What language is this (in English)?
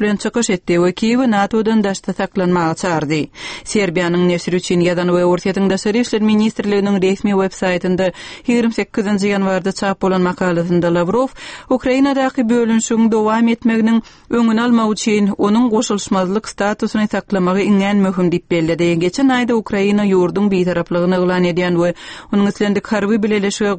Turkmen